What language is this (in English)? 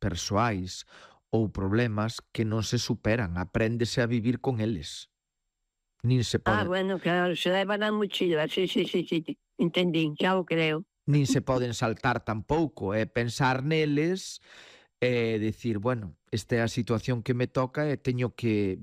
Galician